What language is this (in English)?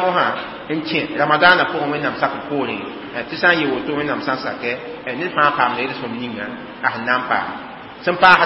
Mossi